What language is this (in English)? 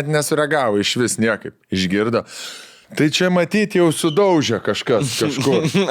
Lithuanian